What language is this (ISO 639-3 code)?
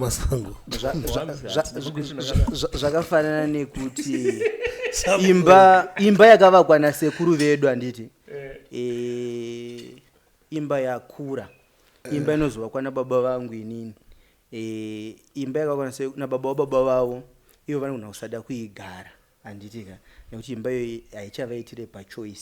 sna